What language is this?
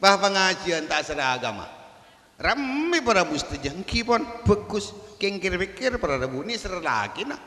Madurese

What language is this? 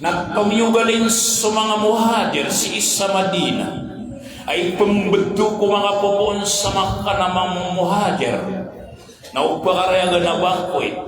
Maranao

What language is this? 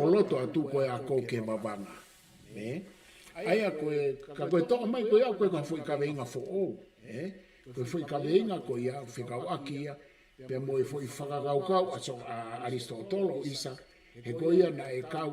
Tongan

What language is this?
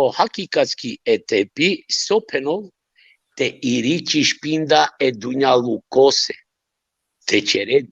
Balkan Romani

